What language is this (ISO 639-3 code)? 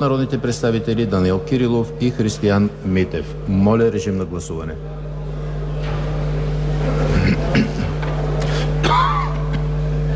bul